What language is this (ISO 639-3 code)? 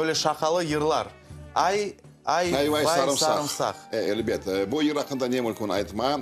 crh